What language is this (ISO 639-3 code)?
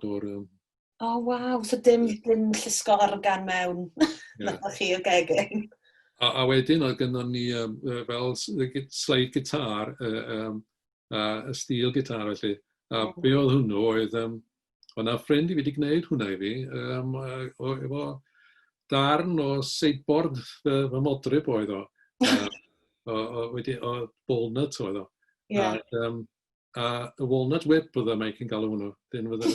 cym